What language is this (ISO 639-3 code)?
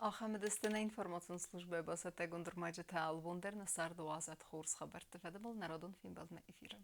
oss